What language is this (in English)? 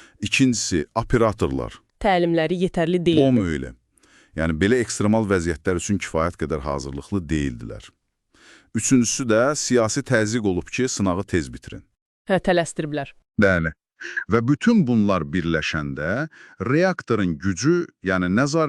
Azerbaijani